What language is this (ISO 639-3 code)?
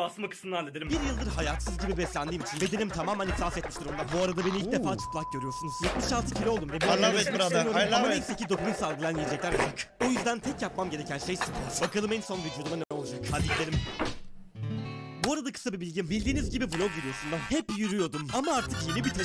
tur